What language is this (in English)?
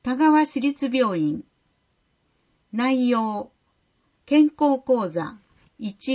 Japanese